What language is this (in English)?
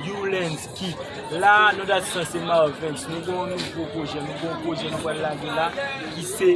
Haitian Creole